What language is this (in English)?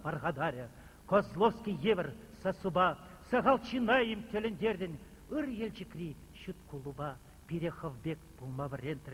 Chuvash